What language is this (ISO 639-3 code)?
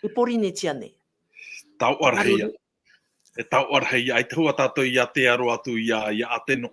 tah